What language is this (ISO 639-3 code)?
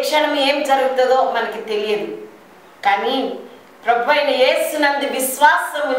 tel